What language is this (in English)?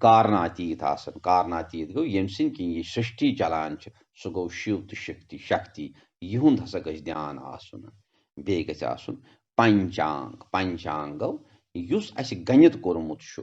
Kashmiri